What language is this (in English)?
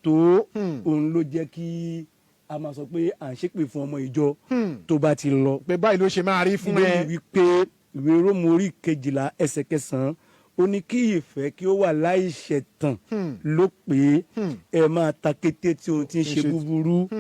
Yoruba